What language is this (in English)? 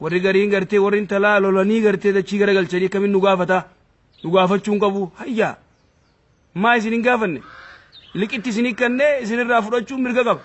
Oromo